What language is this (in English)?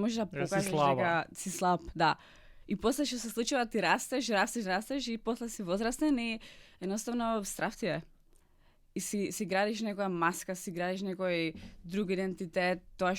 Macedonian